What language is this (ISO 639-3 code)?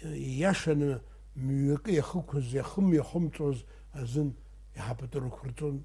abk